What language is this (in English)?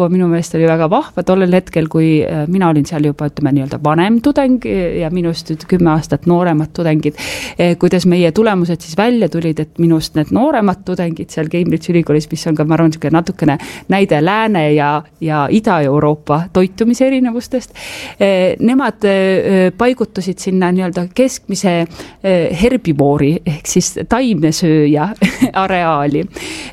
Estonian